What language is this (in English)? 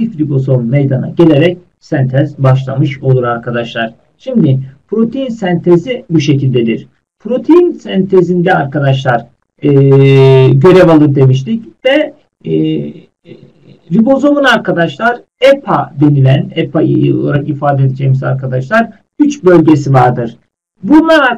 Turkish